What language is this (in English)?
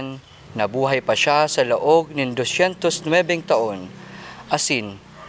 Bikol